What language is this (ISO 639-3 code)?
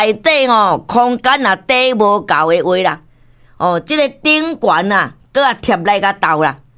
nan